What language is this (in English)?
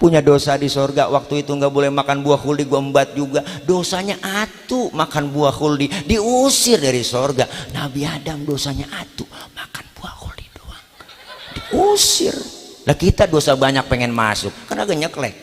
Betawi